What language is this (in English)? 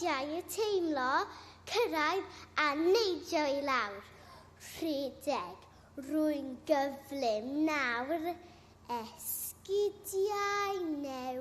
Welsh